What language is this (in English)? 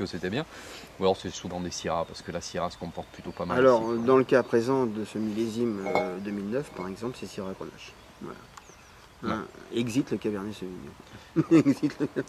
French